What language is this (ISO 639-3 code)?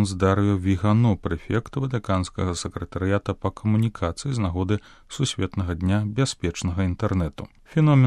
bel